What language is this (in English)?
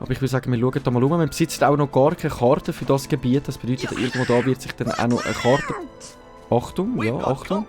Swiss German